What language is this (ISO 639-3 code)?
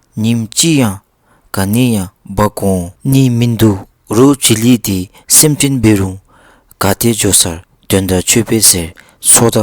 dzo